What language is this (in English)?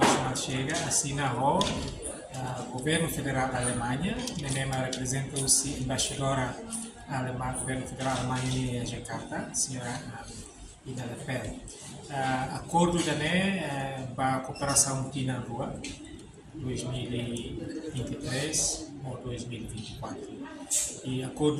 Tetum